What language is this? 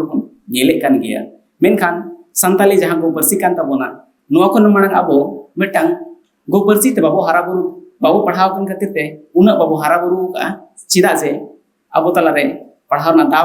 Santali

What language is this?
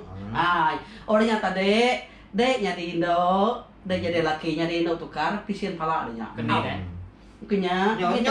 Iban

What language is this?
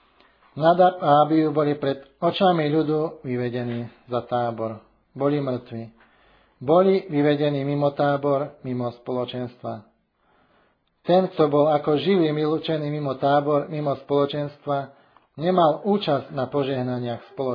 Slovak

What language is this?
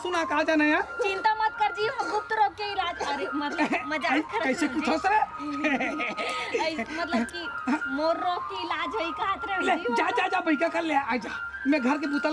Chhattisgarhi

